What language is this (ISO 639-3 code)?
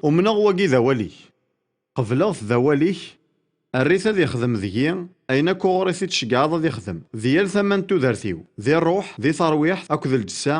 kab